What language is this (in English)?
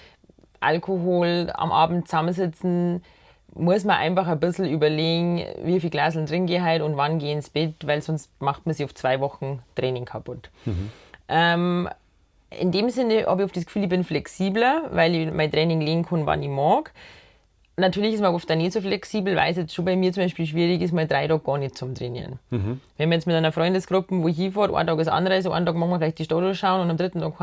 Bavarian